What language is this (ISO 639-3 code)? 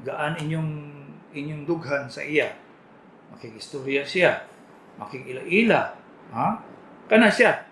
ceb